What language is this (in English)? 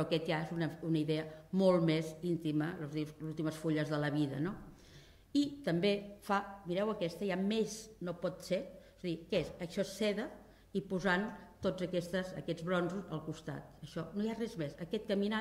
Catalan